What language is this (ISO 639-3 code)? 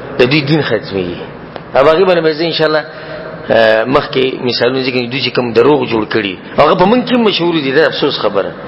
pus